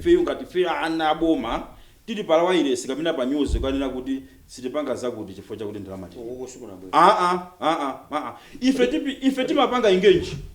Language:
Nyanja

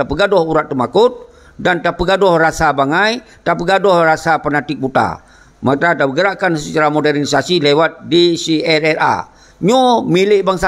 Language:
Achinese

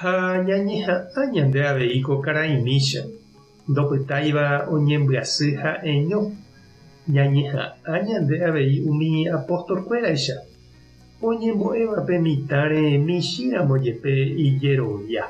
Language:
Guarani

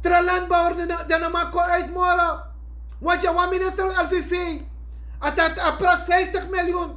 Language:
Sranan Tongo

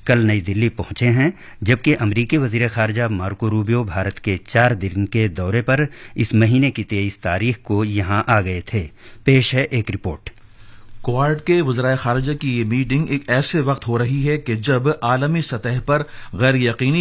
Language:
Urdu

